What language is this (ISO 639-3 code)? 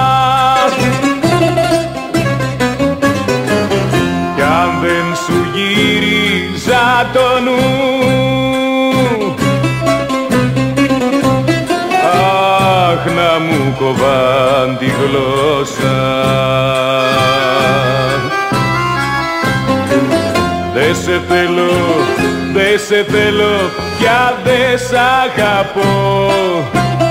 ell